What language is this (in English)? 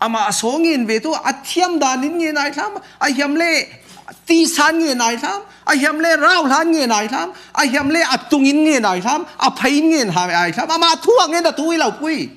Falam Chin